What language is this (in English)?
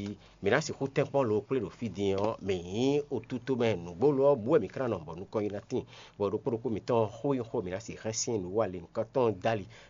Fon